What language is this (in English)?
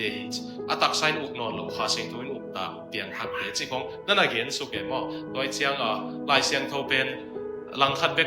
Tedim Chin